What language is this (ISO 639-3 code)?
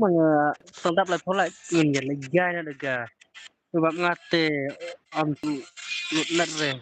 kha